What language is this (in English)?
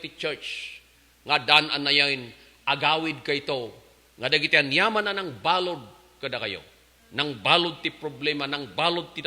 Iloko